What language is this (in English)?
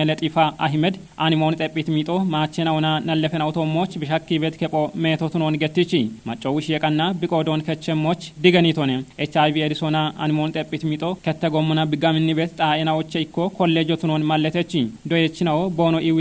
Kafa